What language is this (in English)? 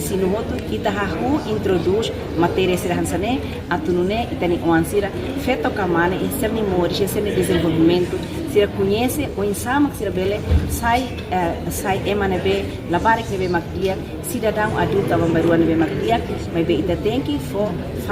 Tetum